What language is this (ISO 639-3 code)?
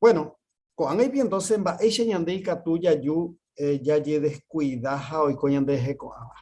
grn